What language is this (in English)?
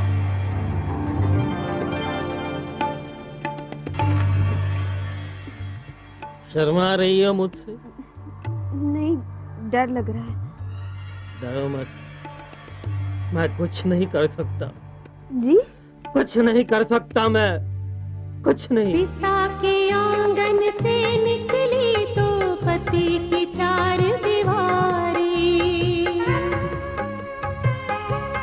Hindi